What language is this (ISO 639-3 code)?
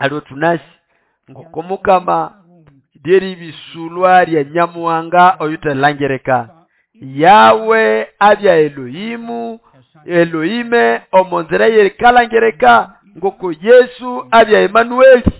nnb